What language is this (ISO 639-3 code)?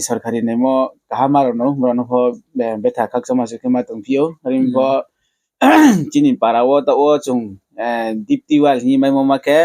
ria